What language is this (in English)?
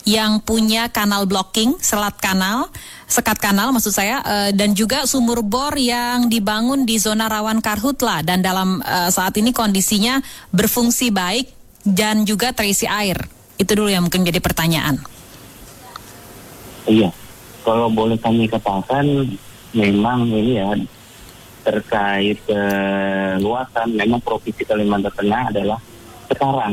Indonesian